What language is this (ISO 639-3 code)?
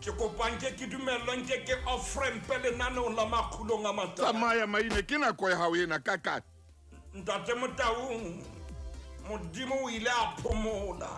sot